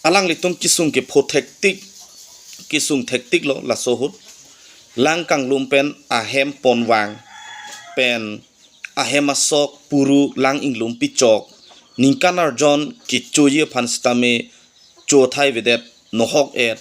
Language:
Karbi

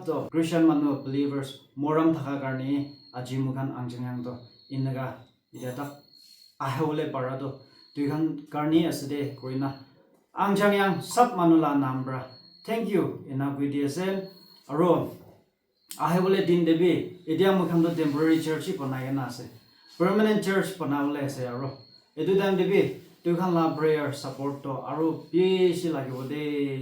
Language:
Naga Pidgin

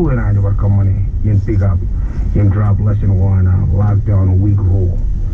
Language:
Marshallese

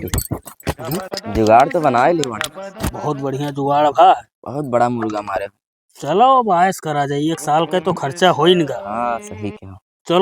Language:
Awadhi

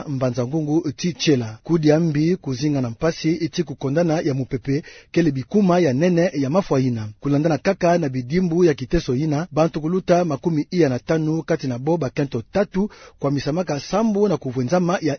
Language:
Kituba (Democratic Republic of Congo)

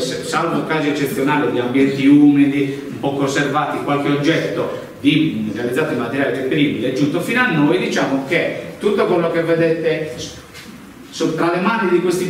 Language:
Italian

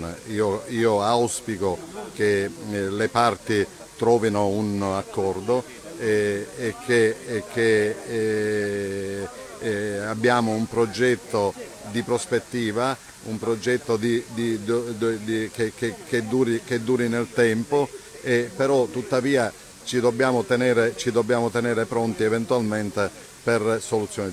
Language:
Italian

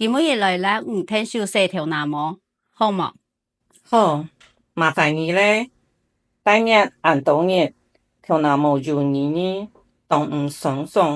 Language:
Hakka Chinese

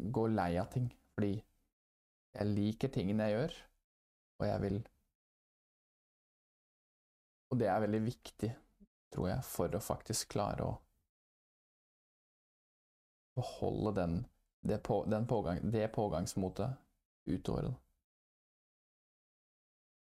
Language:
Norwegian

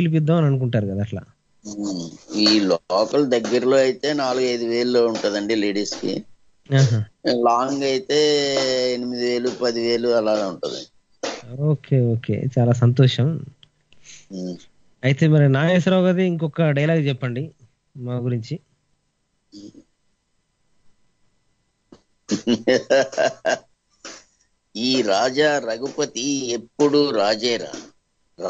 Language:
Telugu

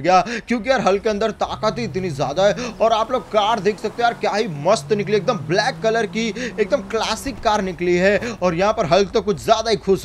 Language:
Hindi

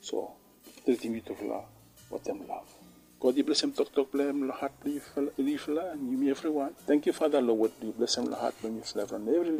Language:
Bislama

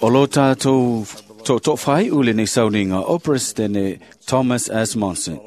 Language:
Samoan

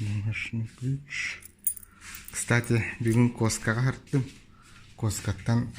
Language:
Yakut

